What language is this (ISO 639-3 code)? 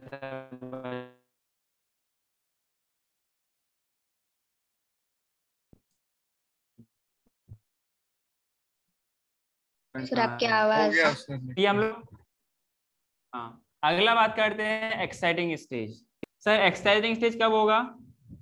hin